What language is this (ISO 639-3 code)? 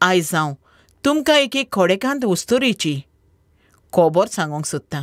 kok